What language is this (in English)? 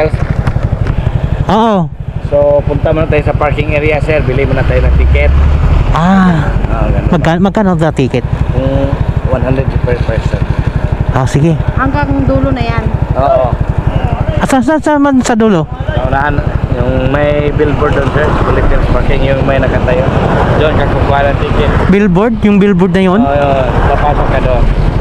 Filipino